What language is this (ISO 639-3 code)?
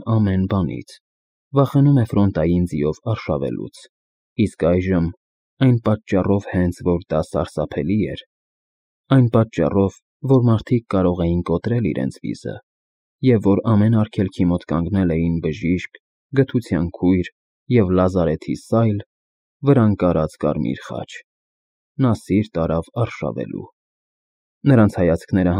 hye